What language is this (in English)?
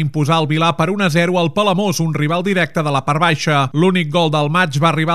Catalan